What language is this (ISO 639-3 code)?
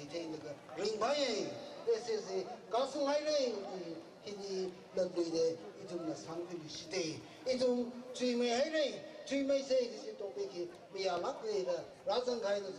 nmf